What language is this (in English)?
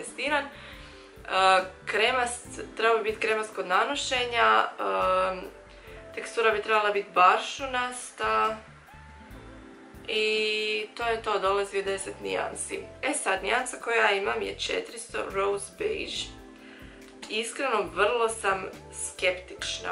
Croatian